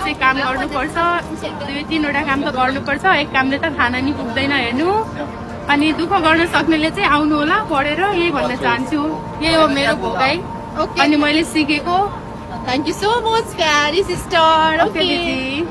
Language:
Nepali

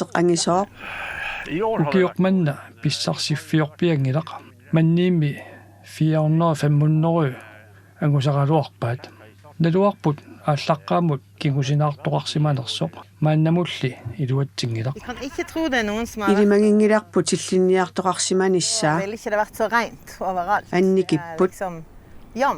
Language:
Kalaallisut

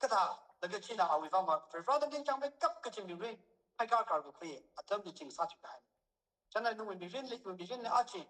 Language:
Tangkhul Naga (India)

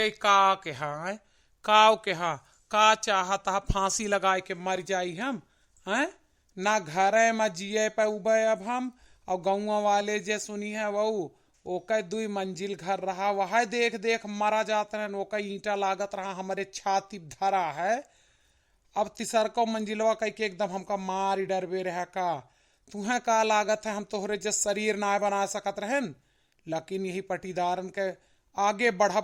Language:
Awadhi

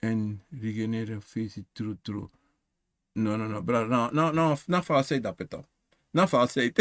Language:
Sranan Tongo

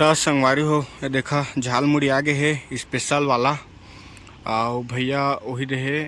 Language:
Chhattisgarhi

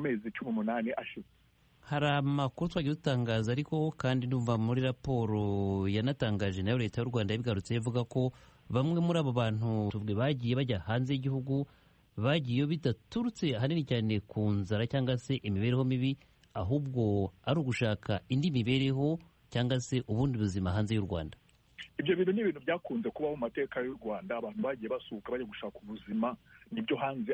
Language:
Kinyarwanda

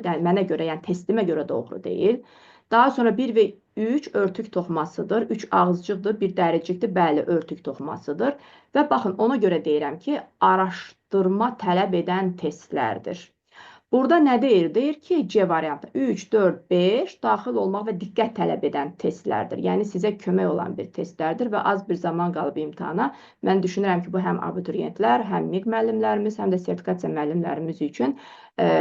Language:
Azerbaijani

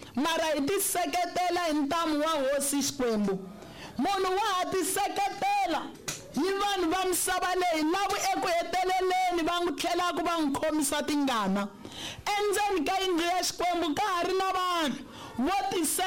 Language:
Tsonga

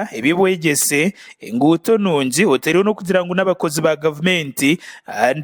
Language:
Nyankole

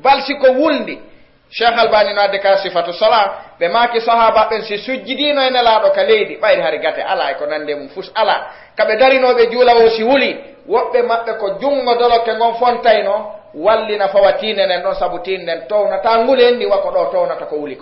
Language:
Fula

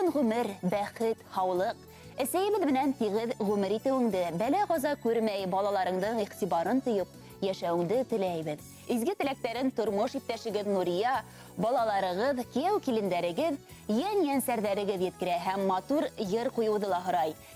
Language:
Bashkir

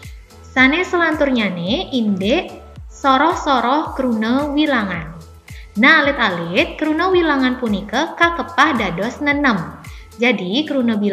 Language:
Balinese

